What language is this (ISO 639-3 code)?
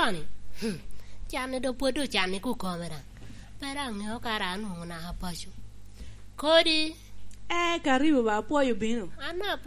laj